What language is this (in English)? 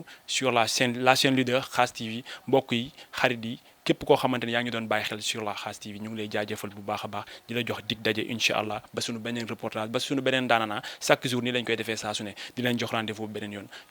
Wolof